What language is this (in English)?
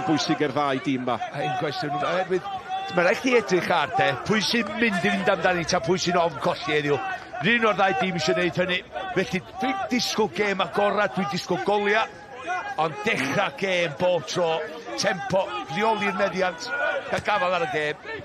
Welsh